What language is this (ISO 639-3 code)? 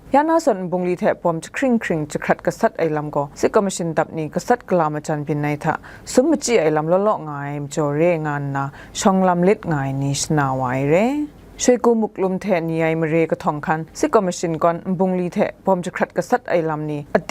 kac